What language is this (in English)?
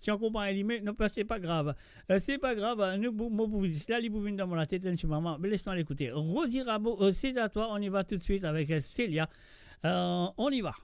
Morisyen